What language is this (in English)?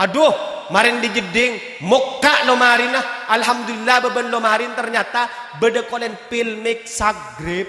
Madurese